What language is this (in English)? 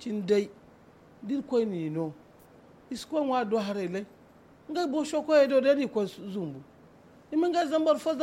Zarma